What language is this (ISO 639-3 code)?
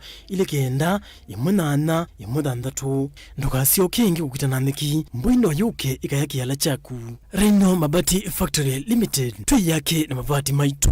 kam